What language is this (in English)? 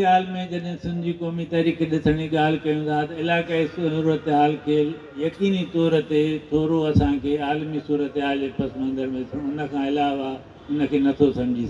Sindhi